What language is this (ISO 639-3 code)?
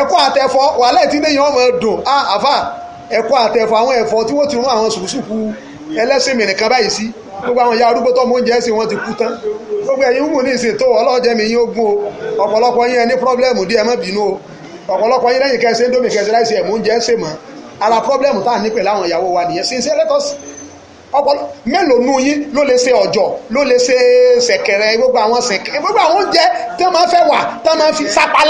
yor